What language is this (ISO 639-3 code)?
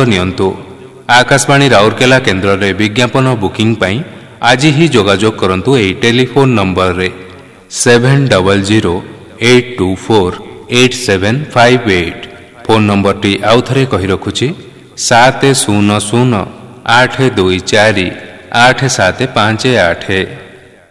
ori